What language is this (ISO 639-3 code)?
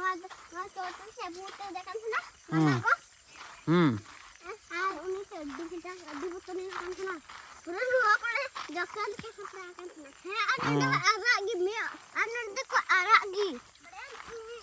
sat